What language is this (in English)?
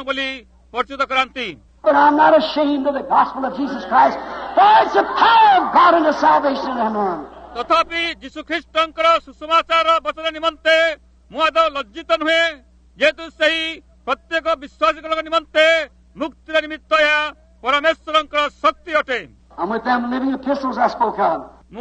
Odia